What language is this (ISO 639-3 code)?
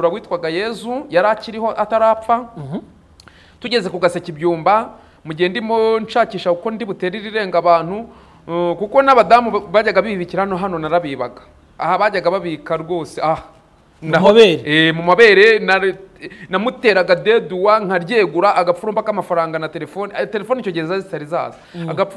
kin